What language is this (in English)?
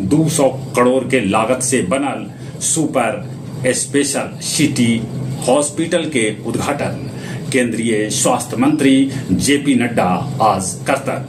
Magahi